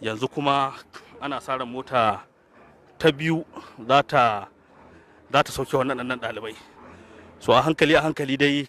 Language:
Hausa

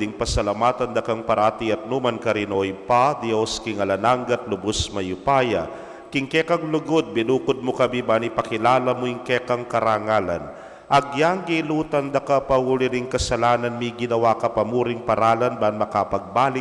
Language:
Pampanga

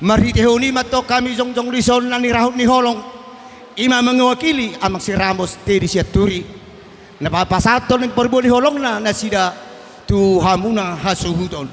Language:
Batak Toba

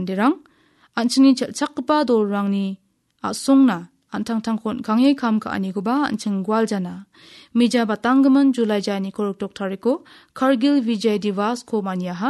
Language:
Garo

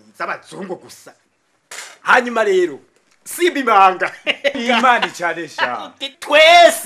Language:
Rundi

